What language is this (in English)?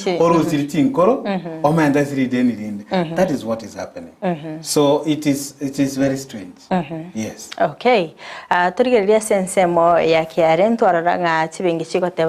Gusii